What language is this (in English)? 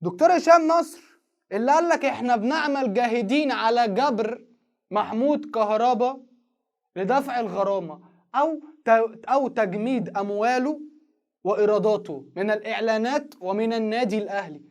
Egyptian Arabic